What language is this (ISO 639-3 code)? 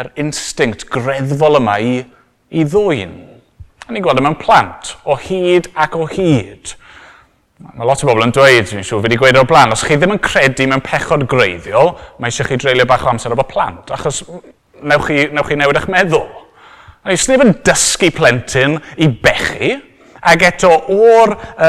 cym